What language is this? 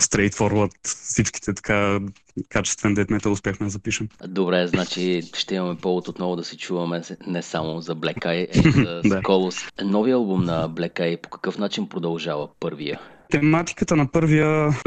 Bulgarian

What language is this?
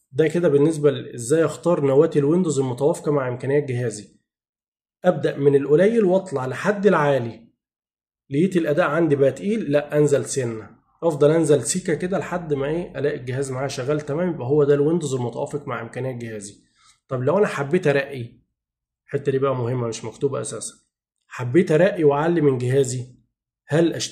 Egyptian Arabic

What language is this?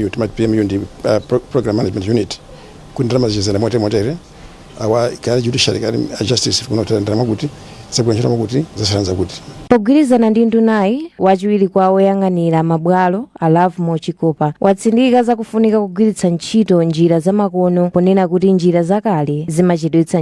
Nyanja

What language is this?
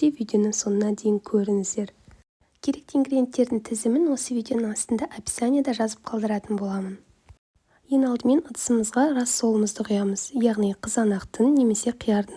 Kazakh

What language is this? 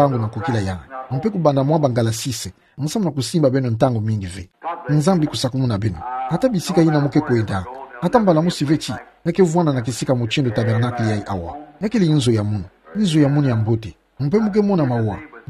Kituba (Democratic Republic of Congo)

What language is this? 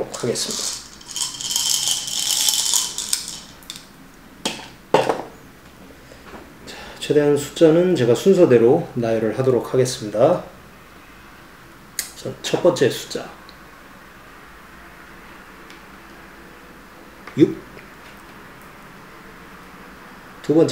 Korean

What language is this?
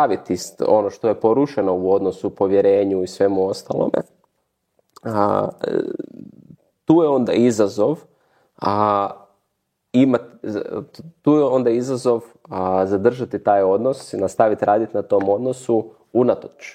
Croatian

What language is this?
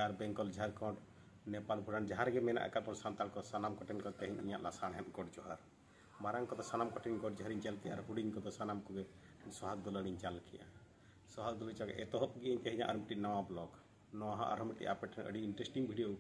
Santali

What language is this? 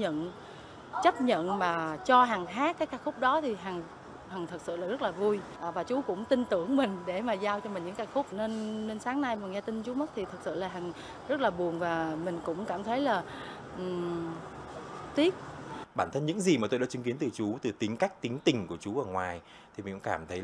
Vietnamese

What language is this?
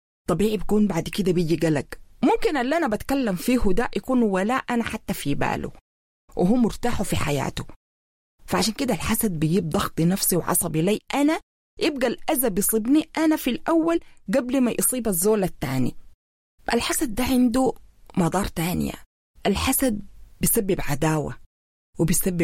Sudanese Arabic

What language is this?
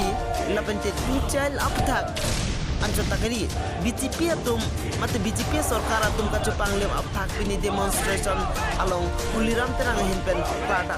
Karbi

